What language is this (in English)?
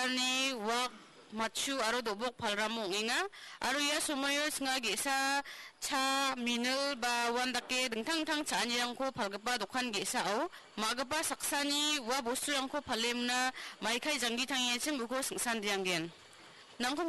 Garo